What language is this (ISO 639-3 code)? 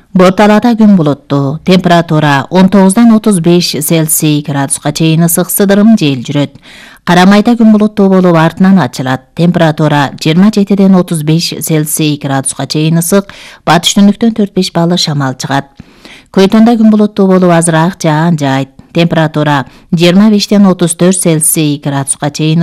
kir